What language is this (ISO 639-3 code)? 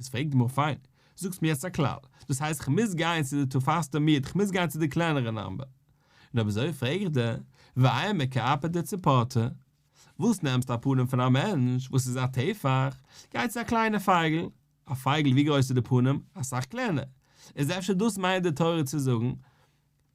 yid